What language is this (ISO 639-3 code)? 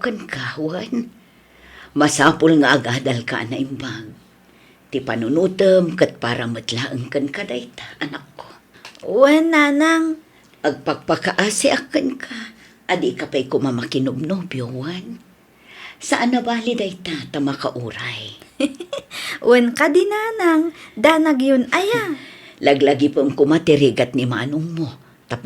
ilo